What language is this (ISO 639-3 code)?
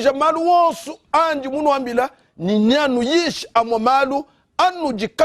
lua